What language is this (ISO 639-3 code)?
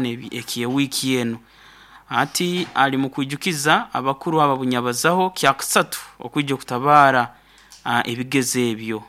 nyo